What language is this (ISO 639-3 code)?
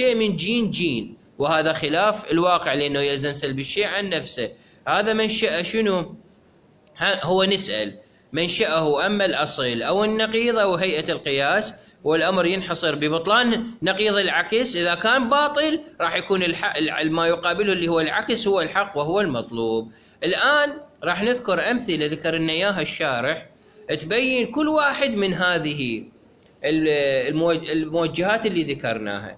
acm